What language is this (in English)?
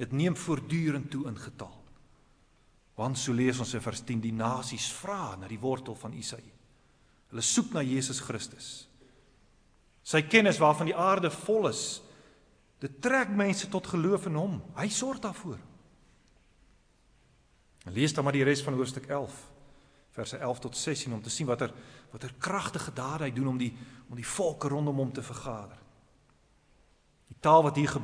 Afrikaans